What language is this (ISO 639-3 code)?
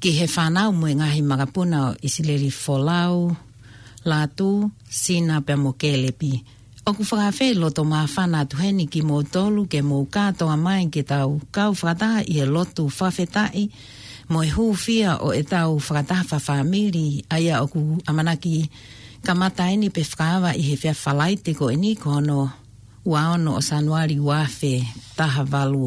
ton